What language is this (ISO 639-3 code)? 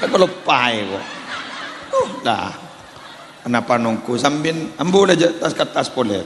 mad